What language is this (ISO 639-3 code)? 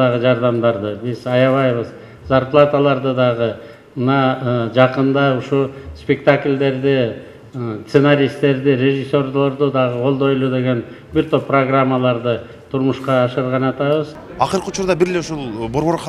kir